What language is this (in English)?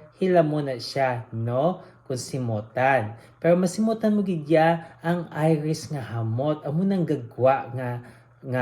Hiligaynon